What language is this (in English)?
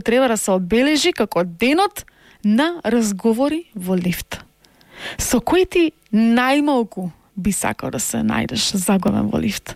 Macedonian